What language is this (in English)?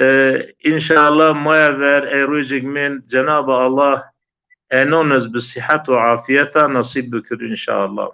Zaza